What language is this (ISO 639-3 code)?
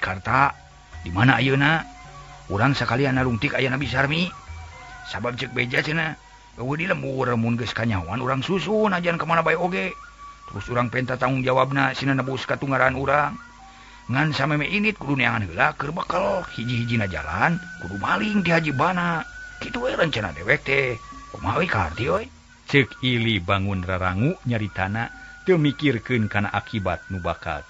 sun